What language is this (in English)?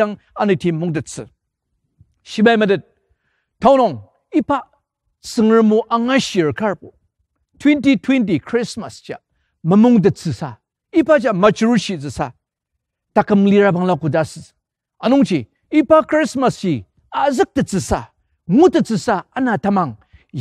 Ao Naga